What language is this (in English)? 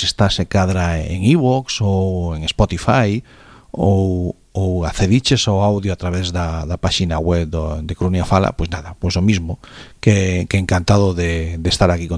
Galician